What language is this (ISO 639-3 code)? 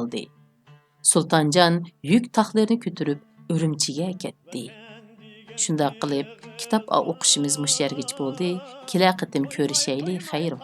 uig